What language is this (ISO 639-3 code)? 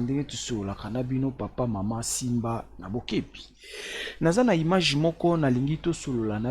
lin